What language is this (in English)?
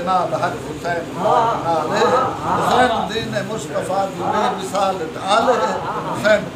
Saraiki